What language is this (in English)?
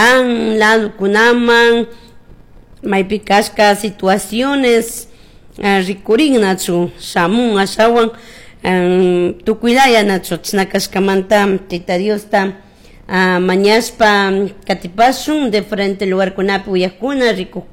Chimborazo Highland Quichua